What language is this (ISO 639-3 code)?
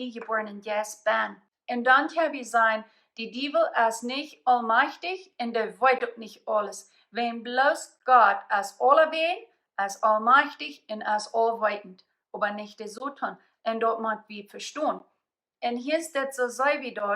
pdt